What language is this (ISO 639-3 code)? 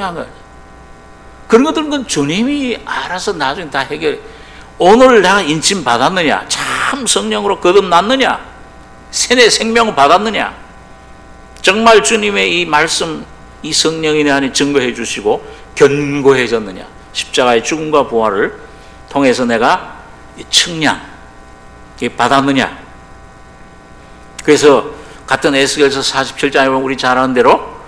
kor